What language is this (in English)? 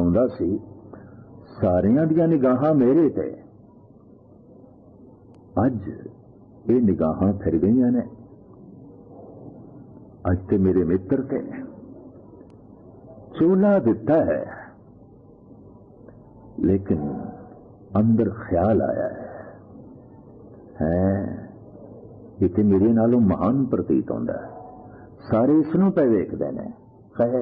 Punjabi